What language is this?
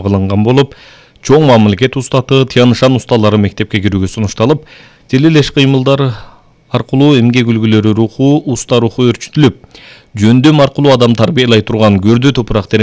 Kyrgyz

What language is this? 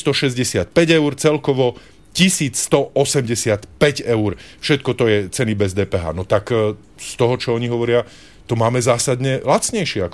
Slovak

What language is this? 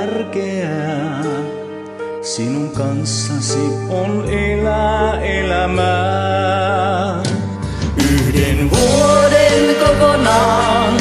Finnish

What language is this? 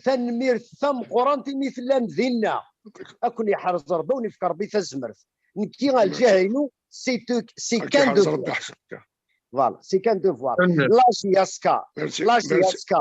Kabyle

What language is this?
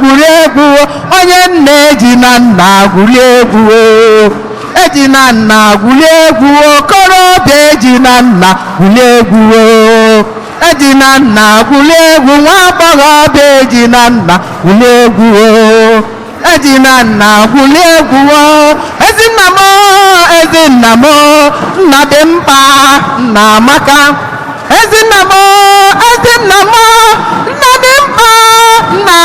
Igbo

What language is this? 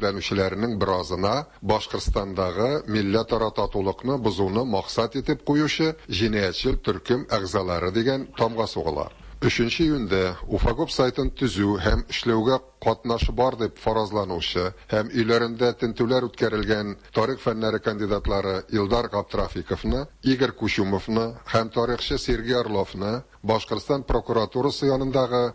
Tatar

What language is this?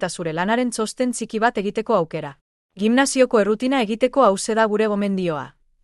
Basque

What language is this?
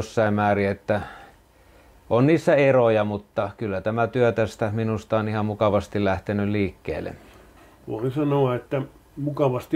Finnish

